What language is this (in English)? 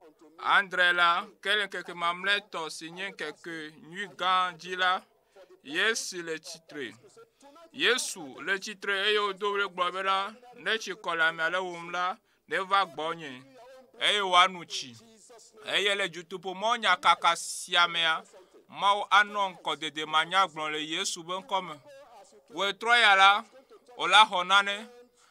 Ewe